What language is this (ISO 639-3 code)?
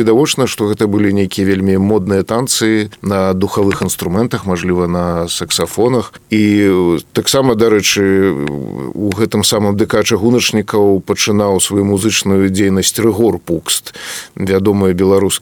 bel